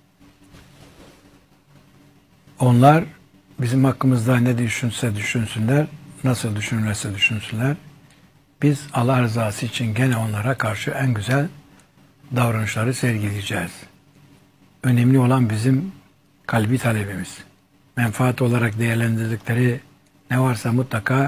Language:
Turkish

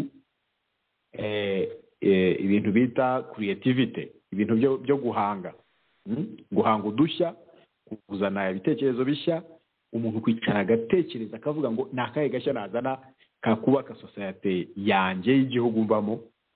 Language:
Kinyarwanda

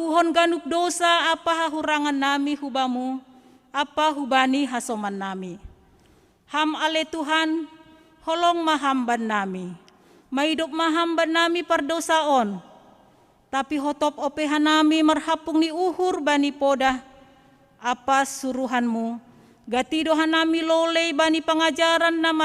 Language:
Batak Simalungun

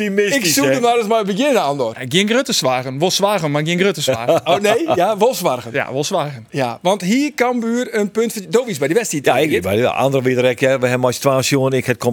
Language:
Western Frisian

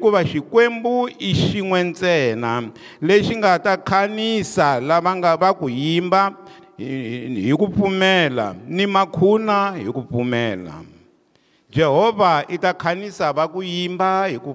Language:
Tsonga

